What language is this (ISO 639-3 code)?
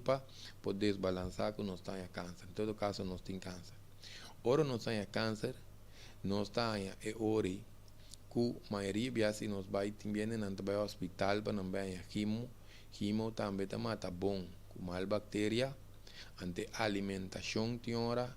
pap